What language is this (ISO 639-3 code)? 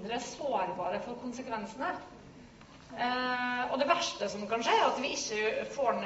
nor